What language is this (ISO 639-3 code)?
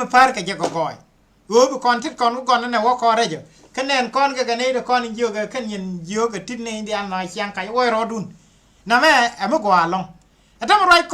nus